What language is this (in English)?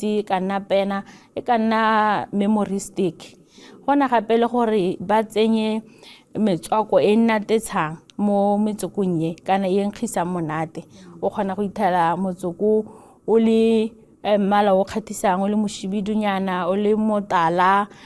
Tswana